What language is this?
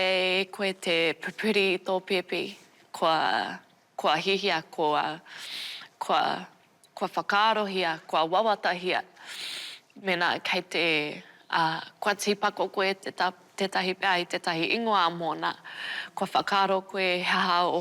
Māori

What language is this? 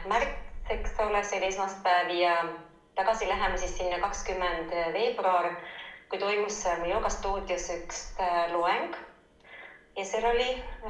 Estonian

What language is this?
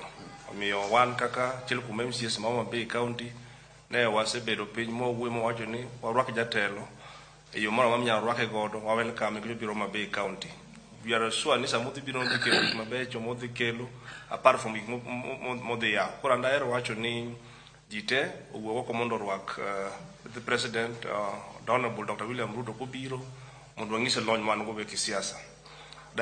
Luo (Kenya and Tanzania)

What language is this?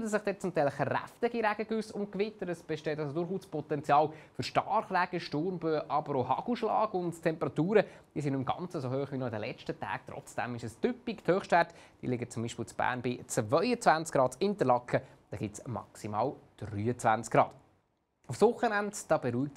Swiss German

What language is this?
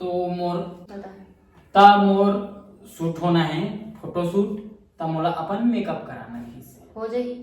Chhattisgarhi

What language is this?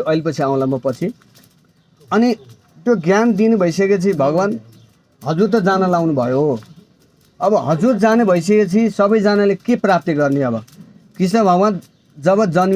Nepali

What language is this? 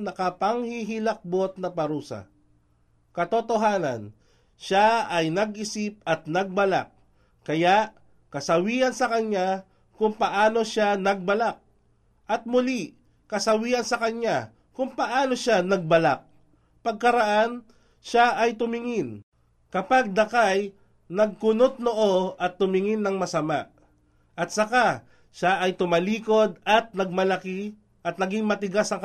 Filipino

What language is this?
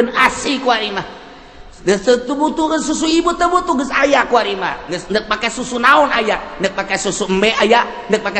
Sundanese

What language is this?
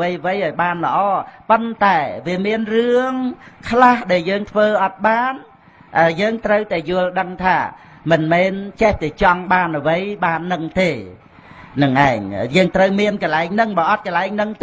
Khmer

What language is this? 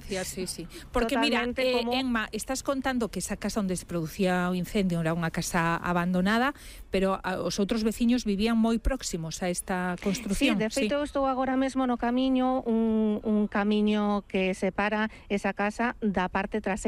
Galician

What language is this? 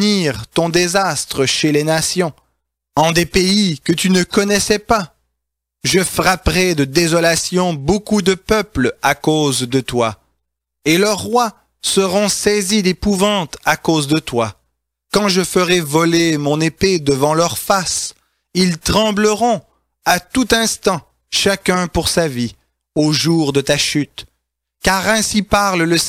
French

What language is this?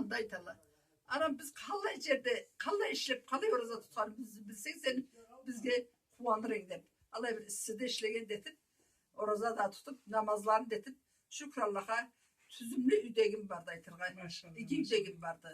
Karachay-Balkar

